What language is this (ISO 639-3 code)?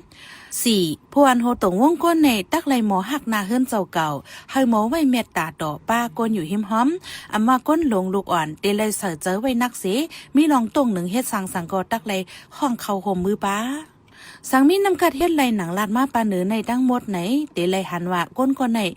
shn